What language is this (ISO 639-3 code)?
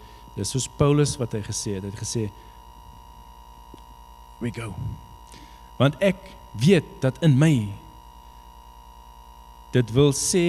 afr